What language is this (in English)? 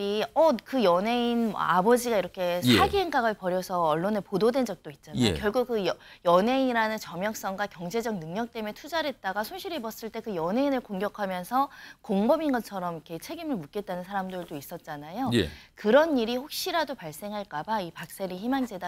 Korean